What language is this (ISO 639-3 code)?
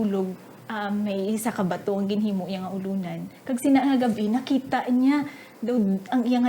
hil